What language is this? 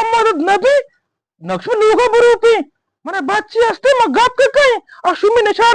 Eastern Balochi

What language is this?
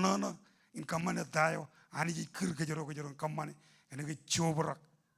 Marshallese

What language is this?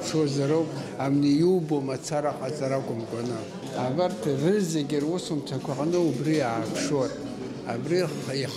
Abkhazian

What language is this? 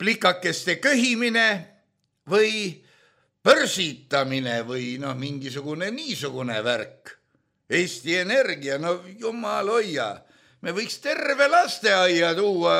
Estonian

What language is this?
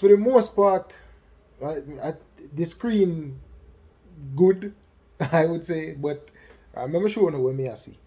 Jamaican Creole English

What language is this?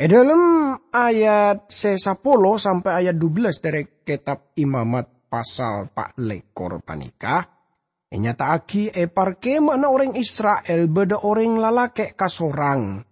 Madurese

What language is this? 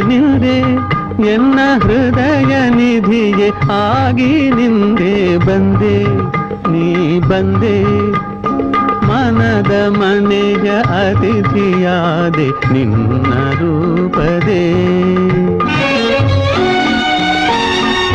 Kannada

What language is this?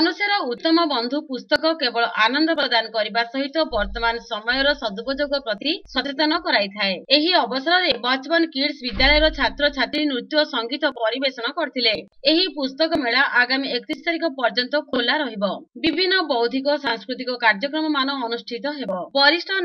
Odia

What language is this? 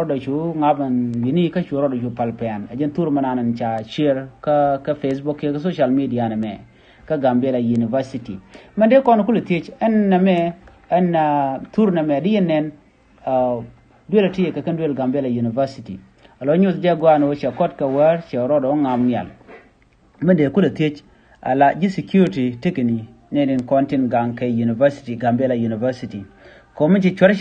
Nuer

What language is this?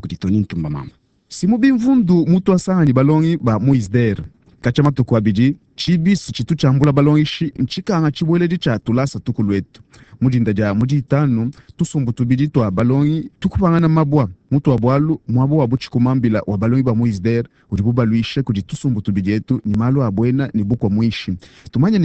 Luba-Lulua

